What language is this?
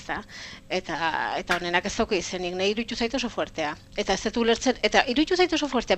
Basque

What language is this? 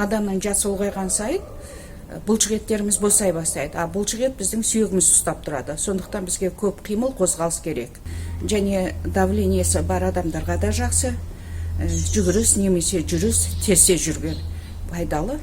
Kazakh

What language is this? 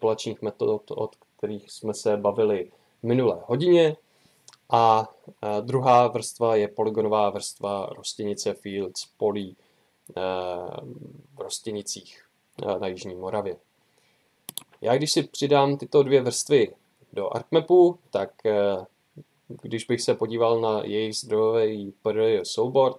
Czech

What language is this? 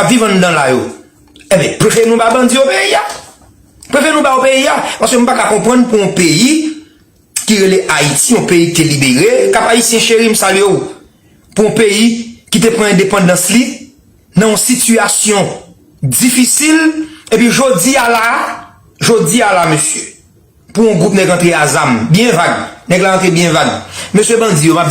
Haitian Creole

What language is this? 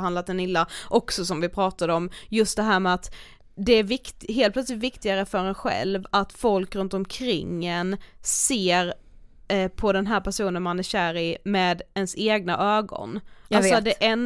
Swedish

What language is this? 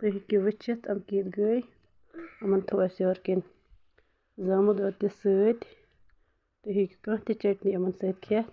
Kashmiri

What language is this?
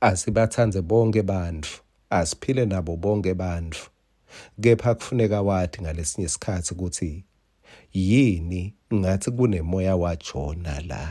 Swati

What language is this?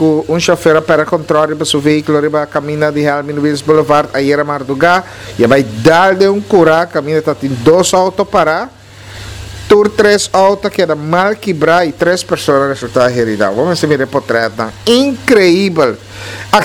Papiamento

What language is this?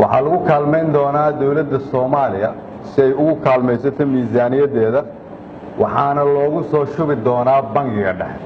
Somali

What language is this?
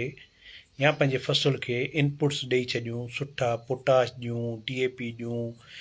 Sindhi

